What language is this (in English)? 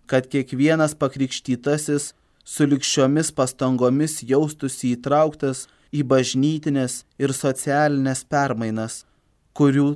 Lithuanian